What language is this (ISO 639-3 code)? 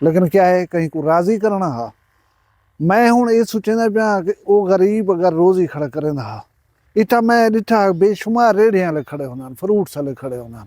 skr